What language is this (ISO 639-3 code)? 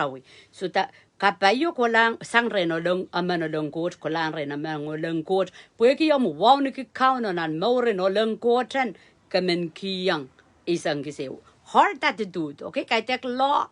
pon